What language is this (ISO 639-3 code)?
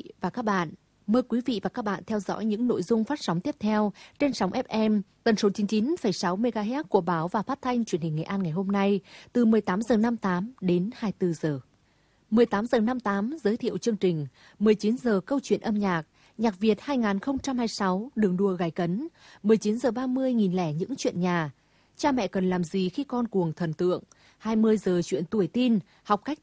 vie